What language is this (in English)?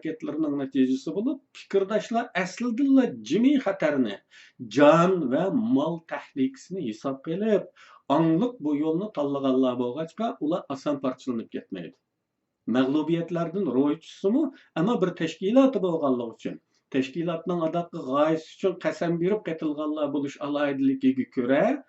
Uyghur